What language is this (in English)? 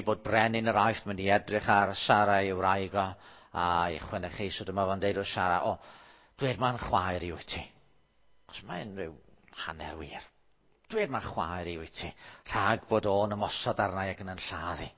Welsh